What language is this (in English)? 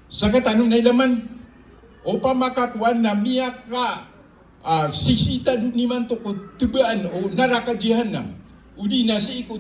Maranao